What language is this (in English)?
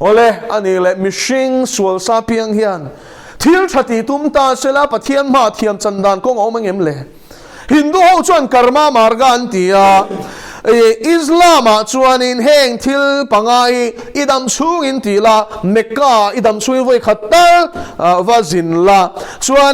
Mizo